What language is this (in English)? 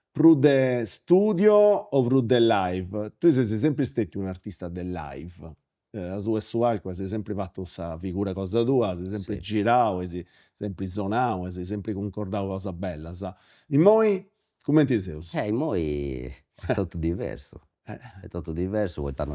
Sardinian